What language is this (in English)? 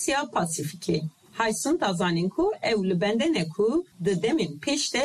Kurdish